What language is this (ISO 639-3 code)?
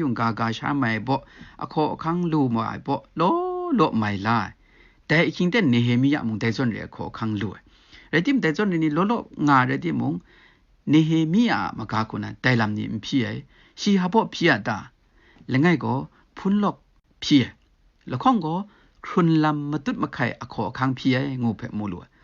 kac